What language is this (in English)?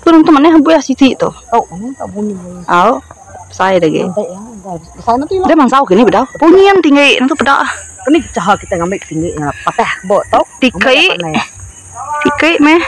Iban